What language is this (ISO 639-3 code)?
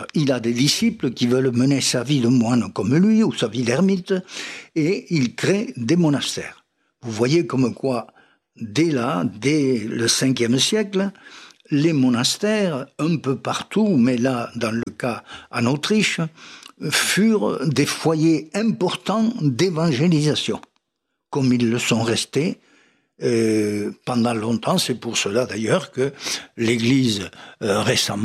fra